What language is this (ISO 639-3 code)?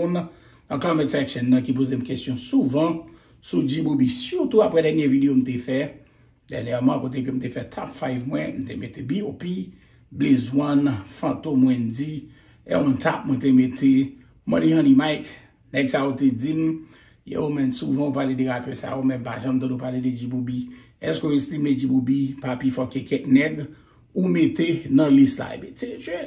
hat